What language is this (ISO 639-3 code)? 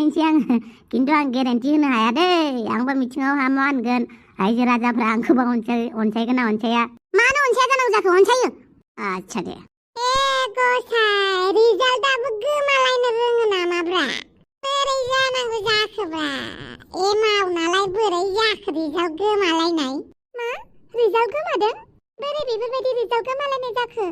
brx